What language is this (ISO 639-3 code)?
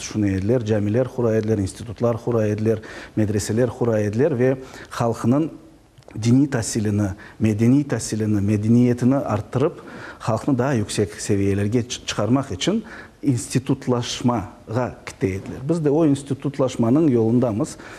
crh